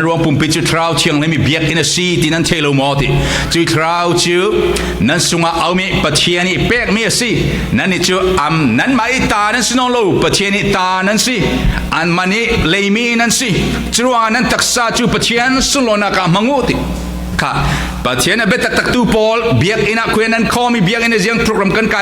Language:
Falam Chin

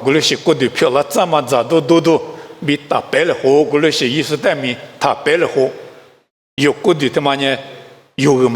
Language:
Lisu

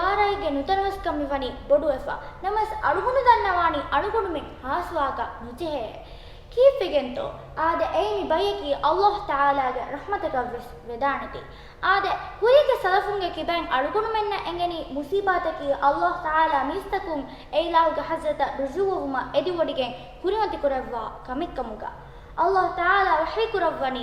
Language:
Divehi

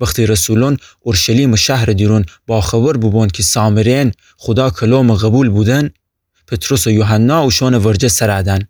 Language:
Gilaki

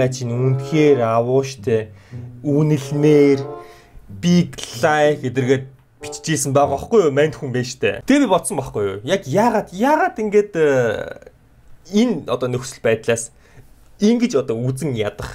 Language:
Mongolian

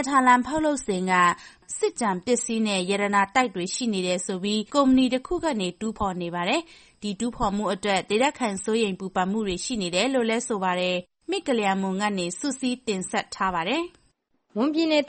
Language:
Burmese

